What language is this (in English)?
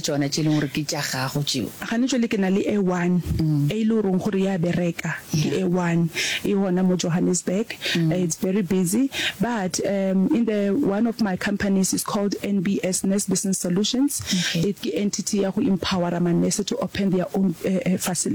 Northern Sotho